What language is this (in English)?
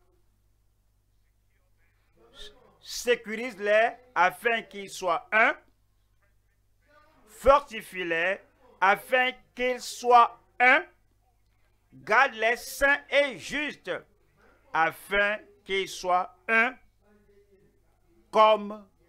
French